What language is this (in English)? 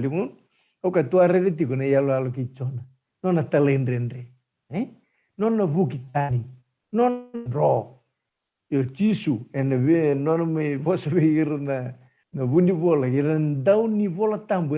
Fijian